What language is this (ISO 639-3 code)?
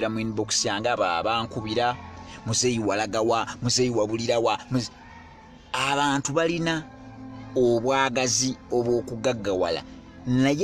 lug